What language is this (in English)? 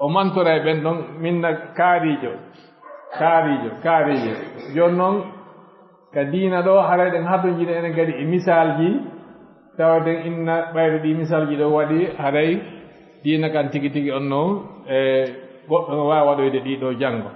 Fula